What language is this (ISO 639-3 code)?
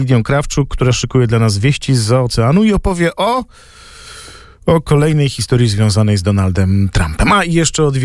pol